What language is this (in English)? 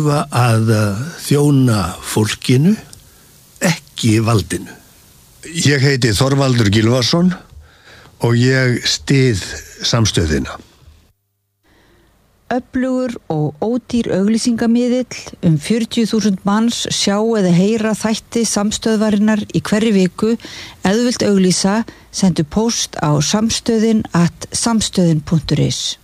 Icelandic